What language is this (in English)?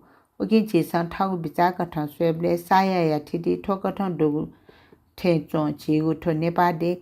Newari